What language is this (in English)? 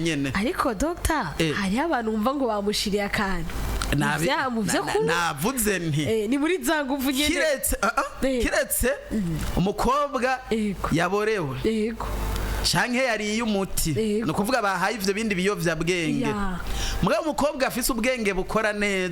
Rundi